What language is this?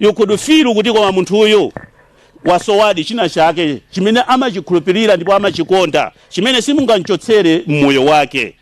Nyanja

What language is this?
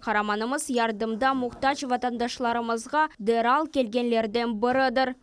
Crimean Tatar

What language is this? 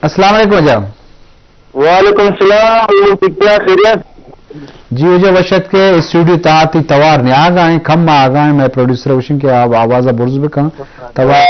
Baluchi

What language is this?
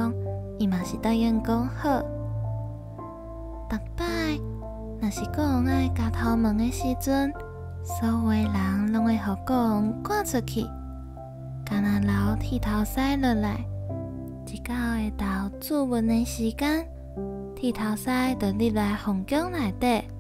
Min Nan Chinese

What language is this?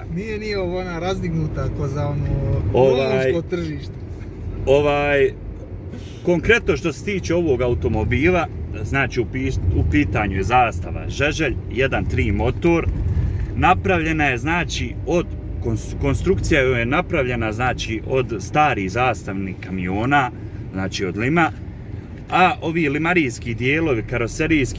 Bosnian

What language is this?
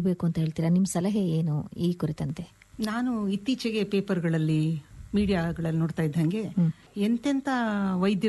Kannada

